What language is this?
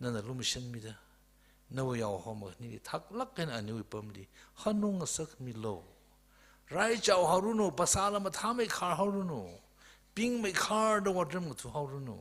Tangkhul Naga (India)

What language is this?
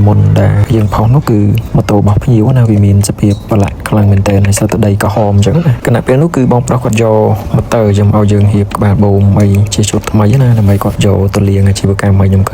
Khmer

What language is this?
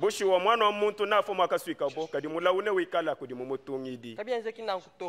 Luba-Lulua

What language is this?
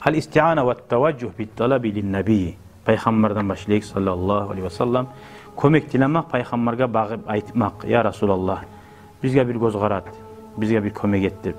Kumyk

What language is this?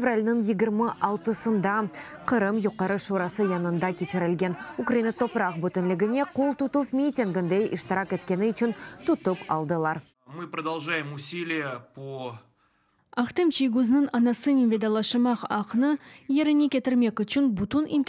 Crimean Tatar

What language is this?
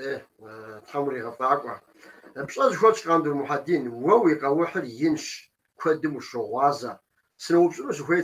Kabardian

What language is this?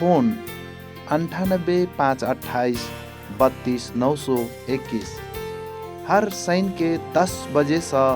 Maithili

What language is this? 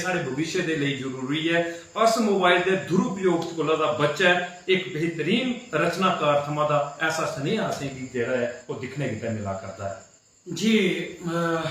Dogri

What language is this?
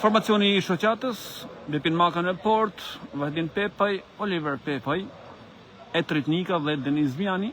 Albanian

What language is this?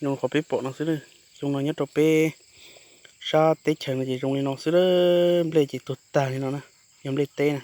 Hmong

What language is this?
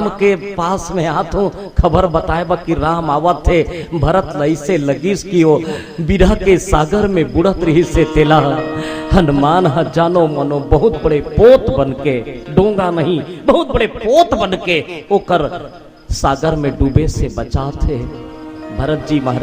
Chhattisgarhi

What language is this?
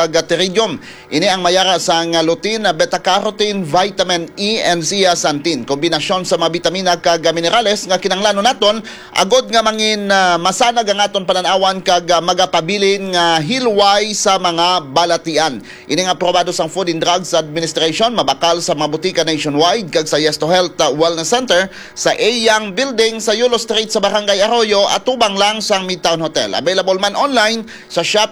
Hiligaynon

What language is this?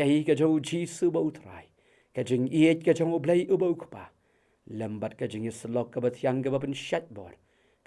Khasi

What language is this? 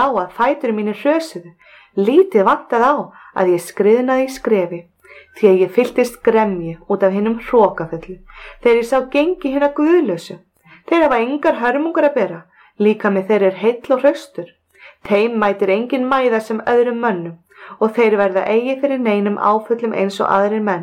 Icelandic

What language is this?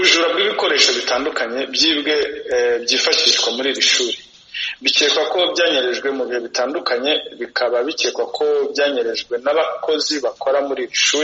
Kinyarwanda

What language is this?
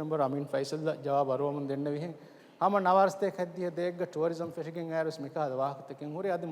Divehi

